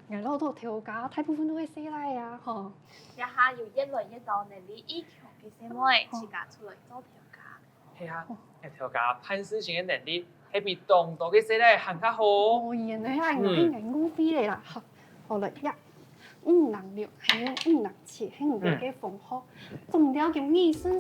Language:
Hakka Chinese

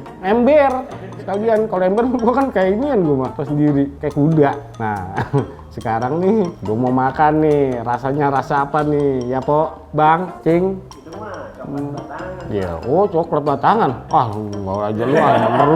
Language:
Betawi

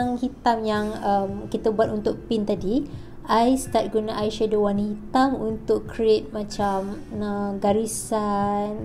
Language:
Malay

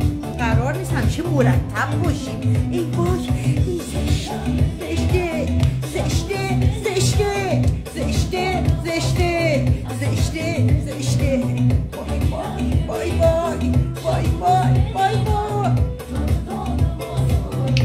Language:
Persian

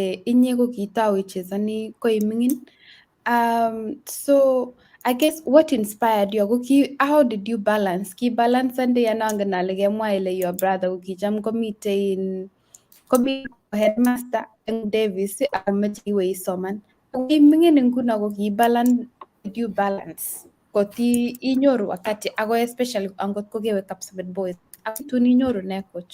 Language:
Kalenjin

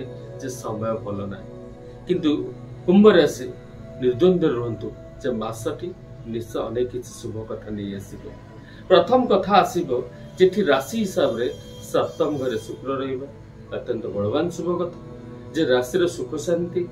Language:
Odia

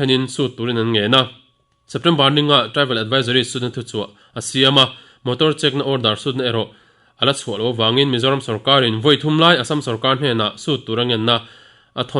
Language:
Mizo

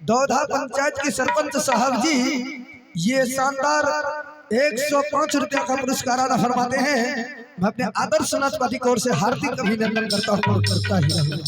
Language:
Maithili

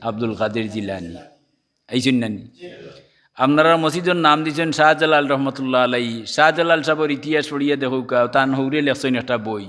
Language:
Sylheti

